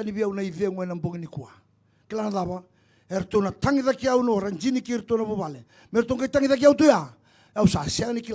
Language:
Fijian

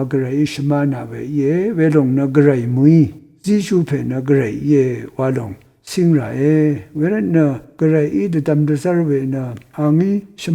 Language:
Rawang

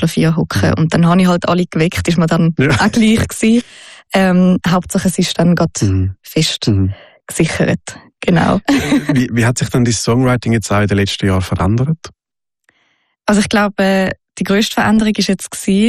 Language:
German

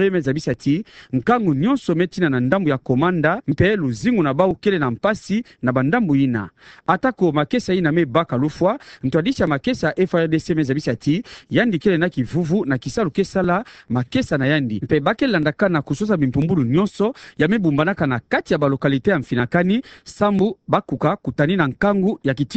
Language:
Kituba (Democratic Republic of Congo)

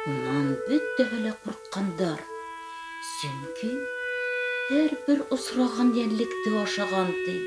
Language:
Bashkir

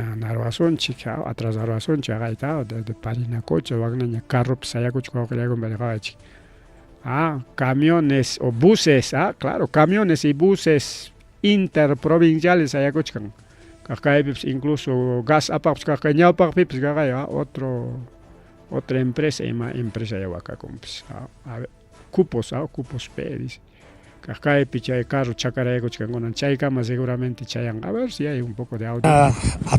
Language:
Ayacucho Quechua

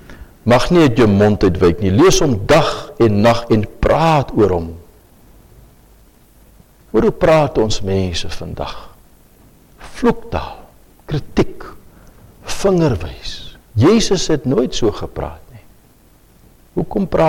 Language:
Afrikaans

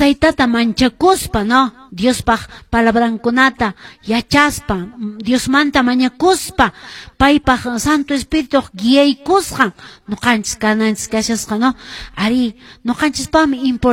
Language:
Quechua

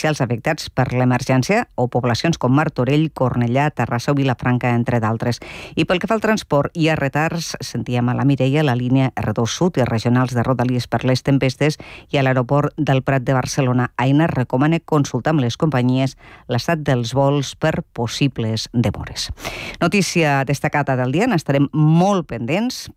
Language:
Catalan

